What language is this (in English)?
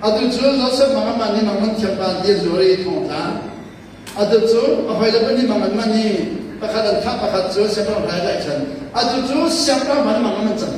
Hakha Chin